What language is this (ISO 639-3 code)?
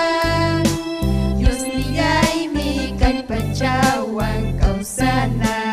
quy